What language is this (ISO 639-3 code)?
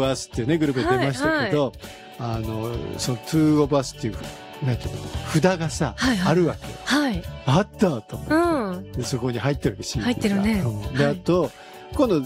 jpn